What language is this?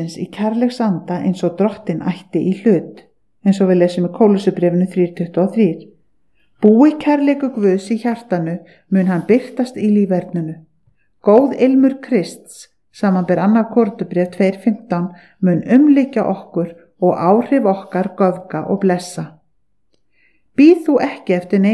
Icelandic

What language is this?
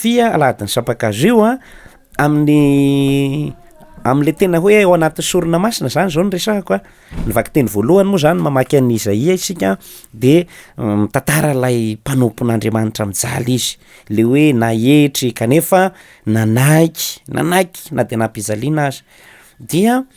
Malagasy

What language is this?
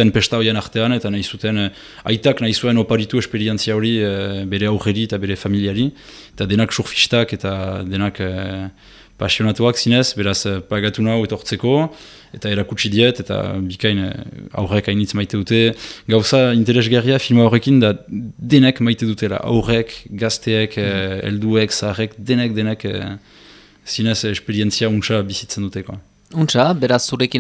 Basque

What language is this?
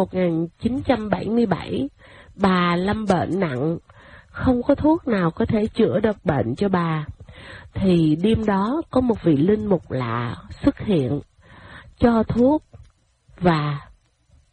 Vietnamese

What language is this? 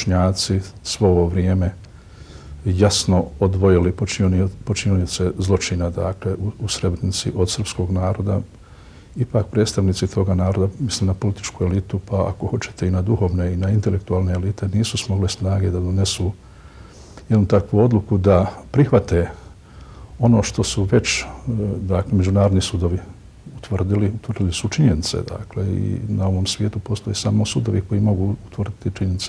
Bosnian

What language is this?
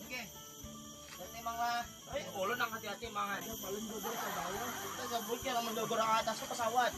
Banjar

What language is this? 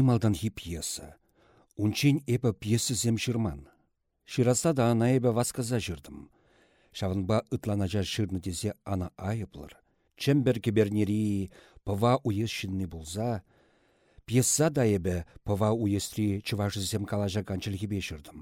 Chuvash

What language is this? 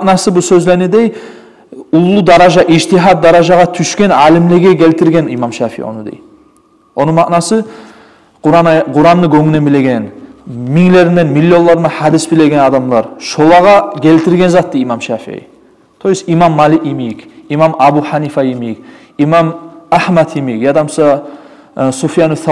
Kumyk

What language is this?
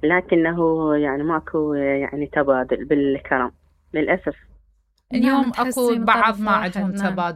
Mesopotamian Arabic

